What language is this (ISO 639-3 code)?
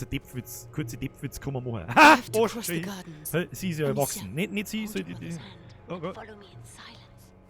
bar